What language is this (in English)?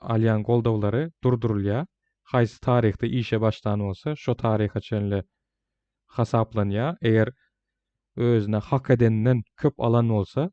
Turkmen